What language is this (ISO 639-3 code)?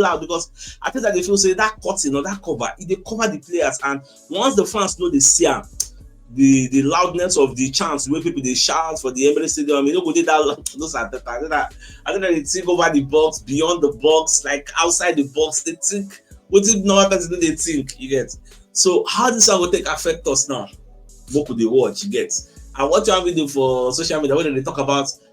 pcm